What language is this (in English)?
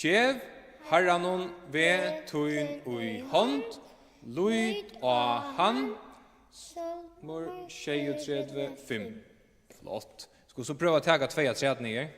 Faroese